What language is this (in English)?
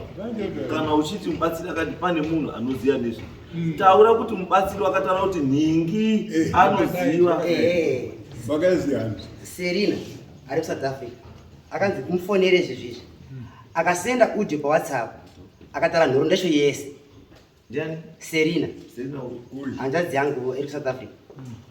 Shona